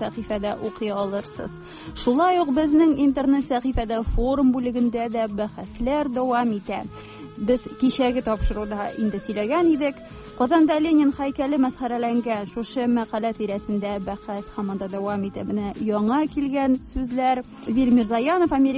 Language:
Tatar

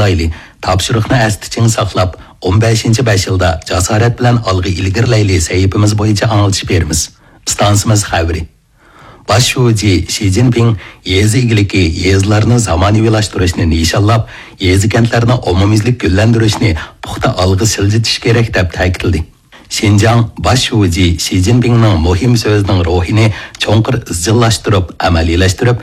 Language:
Uyghur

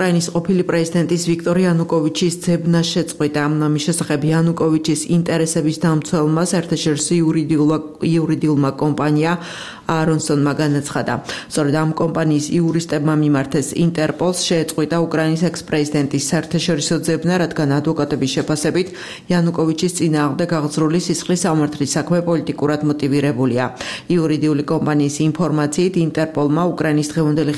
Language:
Georgian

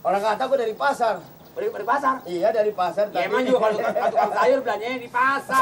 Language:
Betawi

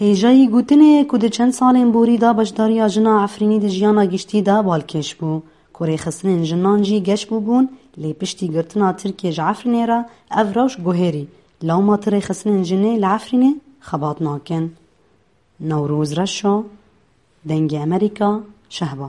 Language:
Kurdish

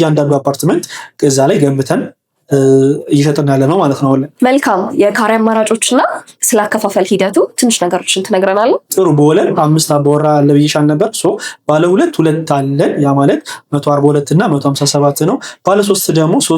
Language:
Amharic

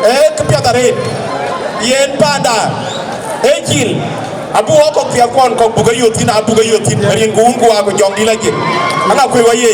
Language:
Dinka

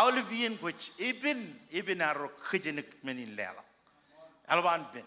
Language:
Marshallese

